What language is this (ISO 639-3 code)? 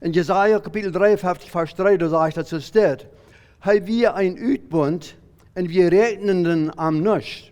pdt